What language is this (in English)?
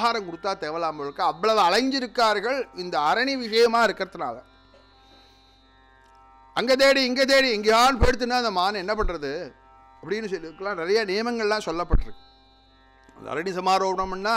Tamil